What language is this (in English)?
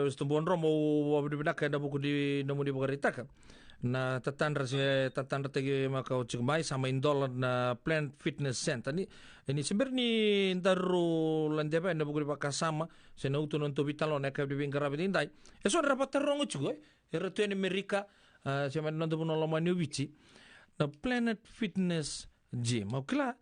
Fijian